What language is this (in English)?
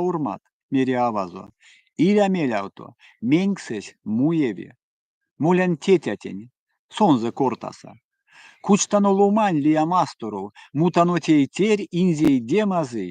Erzya